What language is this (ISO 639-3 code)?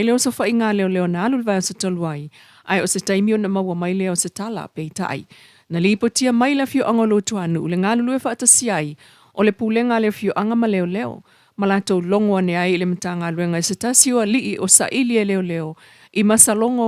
smo